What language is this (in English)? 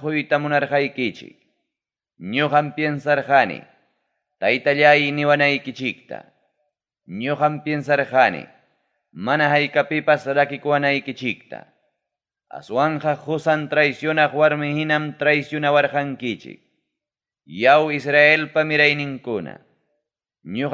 Ayacucho Quechua